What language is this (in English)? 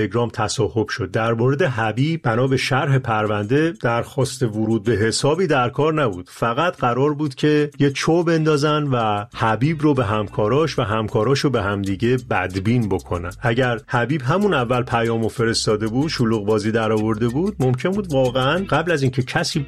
Persian